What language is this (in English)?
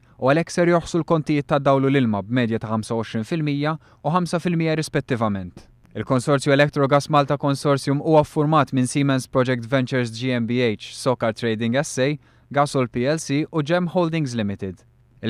Maltese